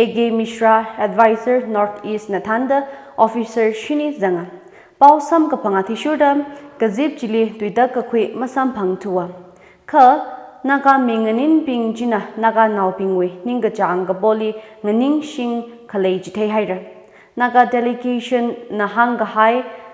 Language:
Tangkhul Naga (India)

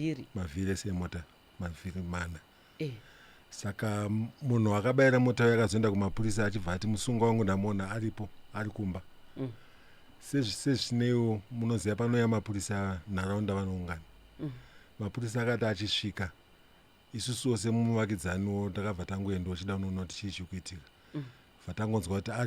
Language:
Shona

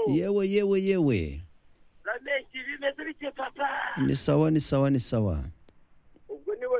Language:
Kinyarwanda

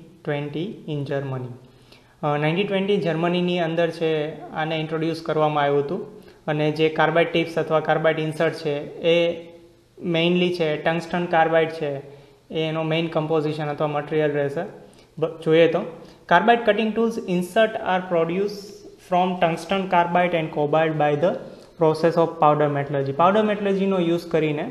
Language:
Gujarati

